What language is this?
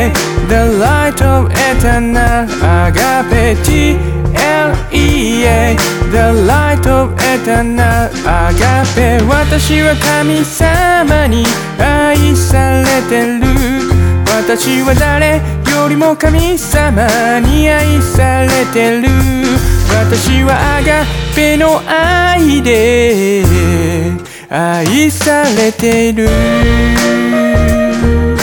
Japanese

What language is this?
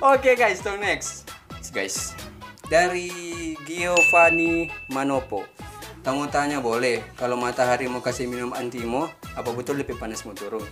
Manado Malay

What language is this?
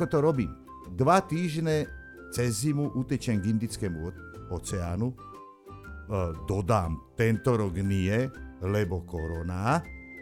Slovak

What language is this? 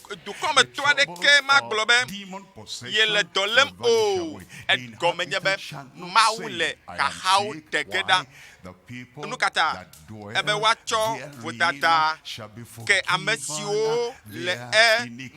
Ewe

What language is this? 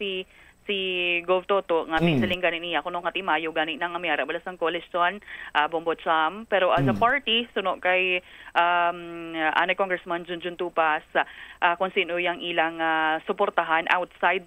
Hiligaynon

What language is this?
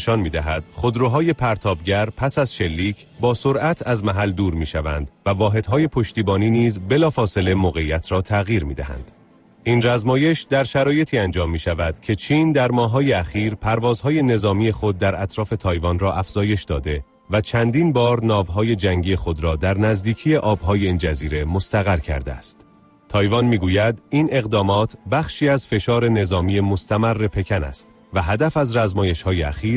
Persian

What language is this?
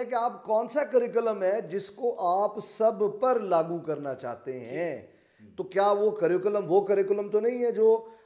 Urdu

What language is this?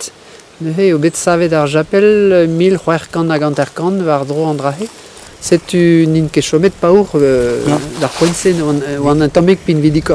Breton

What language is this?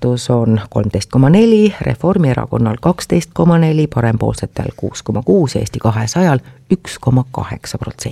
Estonian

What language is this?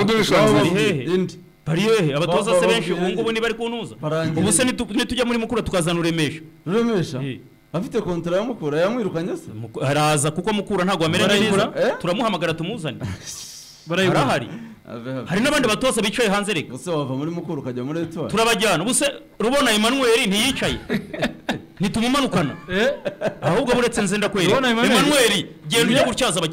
Kinyarwanda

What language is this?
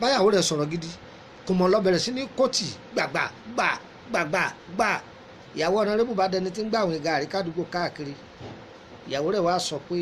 Yoruba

